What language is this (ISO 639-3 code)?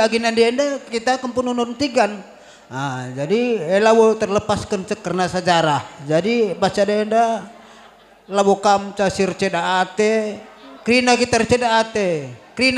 btx